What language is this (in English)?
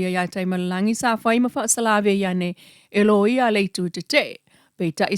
Samoan